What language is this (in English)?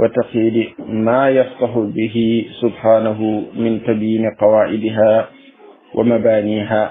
Wolof